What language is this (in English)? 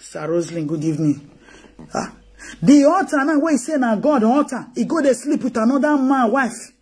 Nigerian Pidgin